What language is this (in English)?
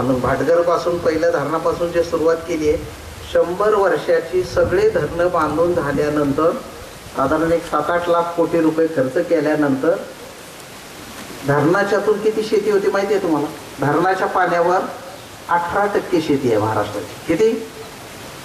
Marathi